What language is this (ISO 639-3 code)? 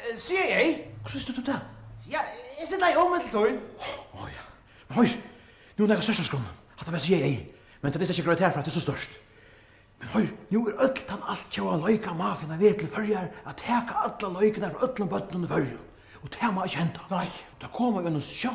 fao